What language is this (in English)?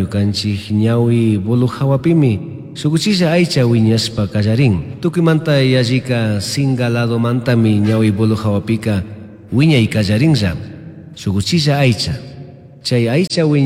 Chimborazo Highland Quichua